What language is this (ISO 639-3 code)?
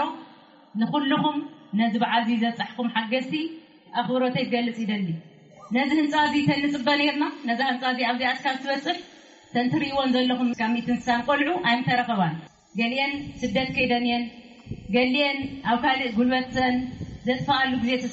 tir